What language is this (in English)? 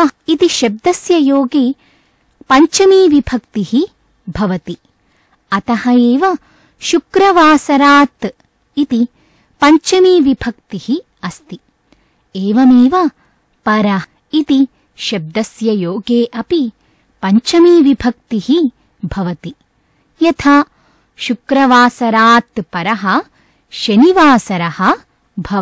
Sanskrit